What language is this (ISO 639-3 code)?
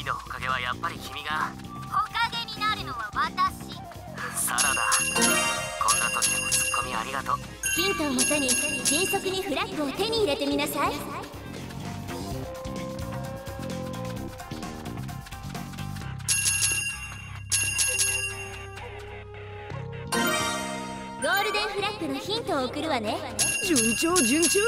jpn